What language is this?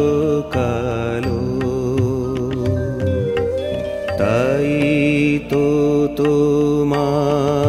Bangla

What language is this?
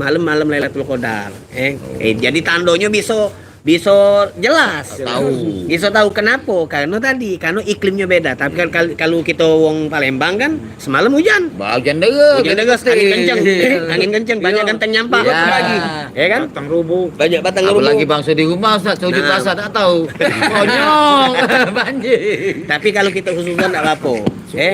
Musi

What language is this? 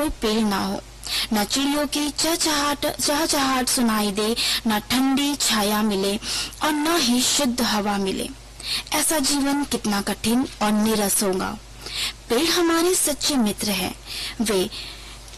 Hindi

